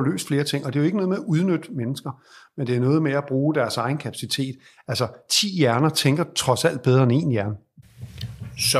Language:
Danish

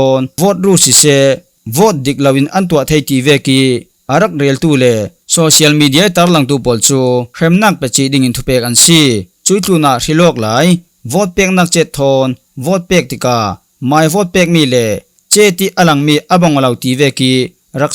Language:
Falam Chin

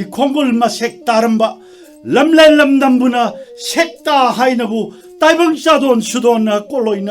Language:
Manipuri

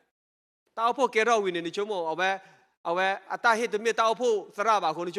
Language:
S'gaw Karen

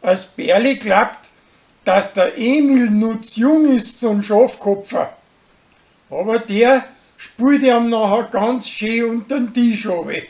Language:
Bavarian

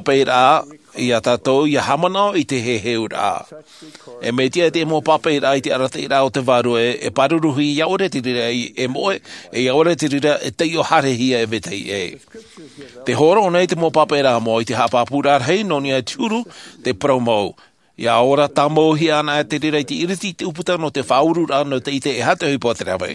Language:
Tahitian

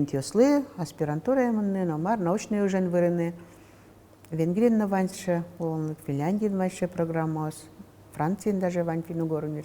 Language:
Udmurt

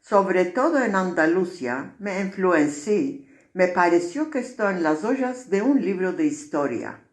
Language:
Ladino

